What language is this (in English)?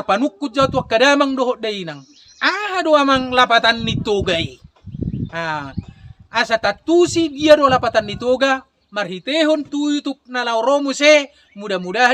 Batak Toba